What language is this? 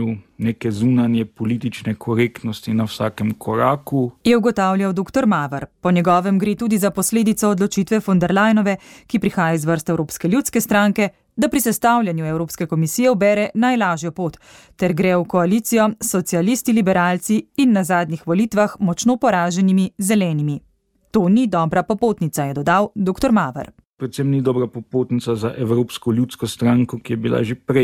Slovenian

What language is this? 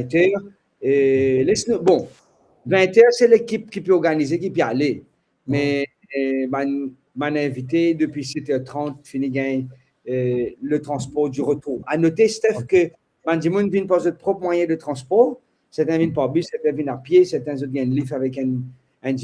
Morisyen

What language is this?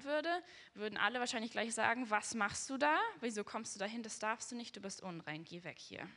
German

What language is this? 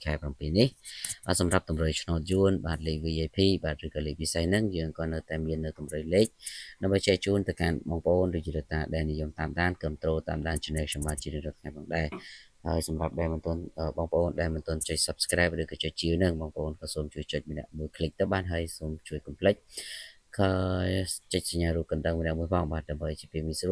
Khmer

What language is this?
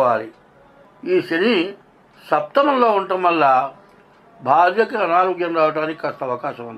Telugu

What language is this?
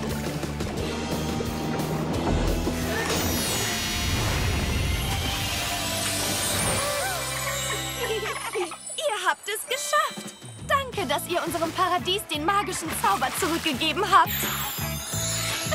German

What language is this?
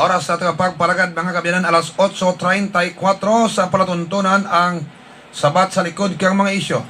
Hiligaynon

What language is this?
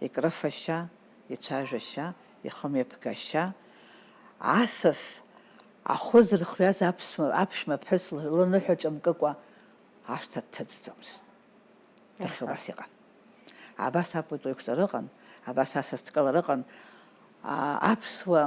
Abkhazian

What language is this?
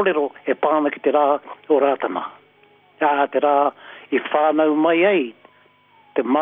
Māori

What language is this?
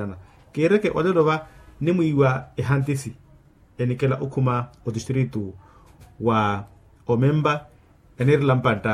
Makhuwa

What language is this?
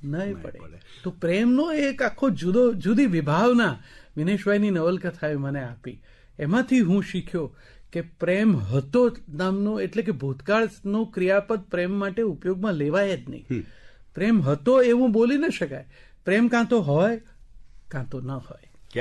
Gujarati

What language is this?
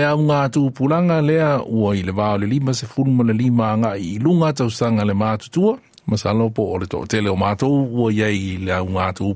Samoan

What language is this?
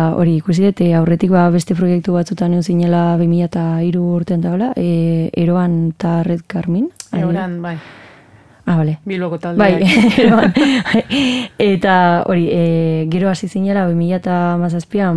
Basque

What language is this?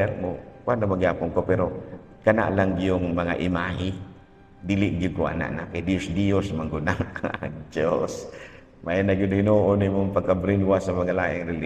Cebuano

